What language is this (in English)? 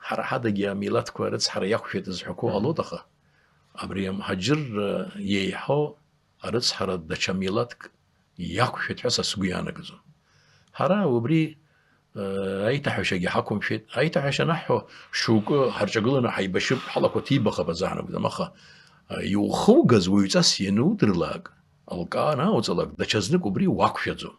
Abkhazian